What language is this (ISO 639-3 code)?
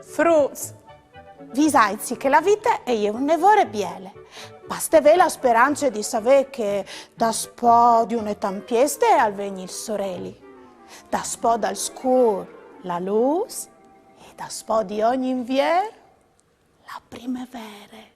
fur